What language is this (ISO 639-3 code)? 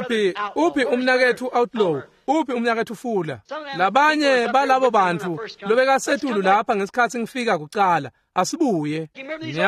ssw